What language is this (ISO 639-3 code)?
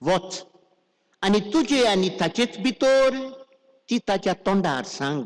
kok